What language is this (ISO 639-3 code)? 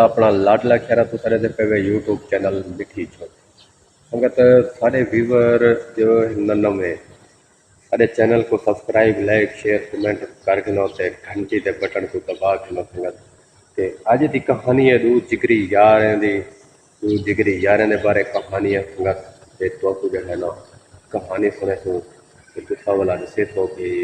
skr